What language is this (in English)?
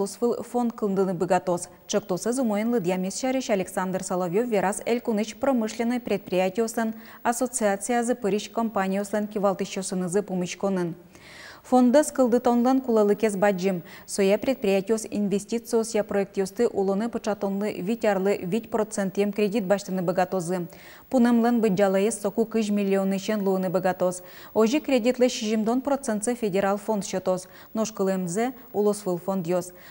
Udmurt